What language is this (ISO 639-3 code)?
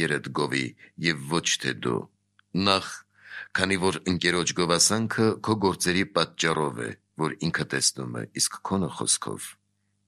hye